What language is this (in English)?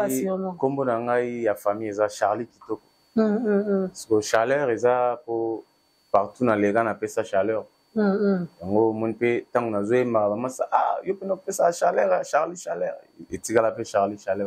Lingala